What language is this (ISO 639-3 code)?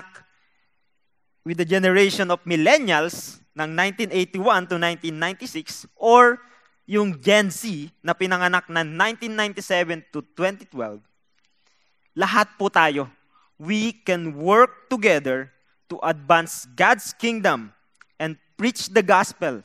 fil